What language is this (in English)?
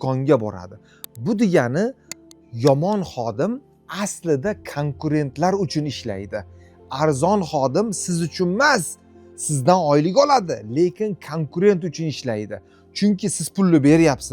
Uzbek